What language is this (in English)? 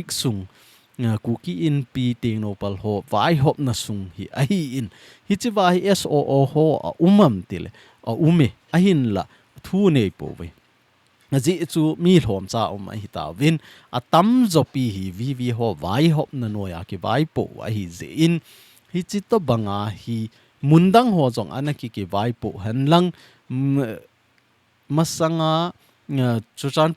Thado Chin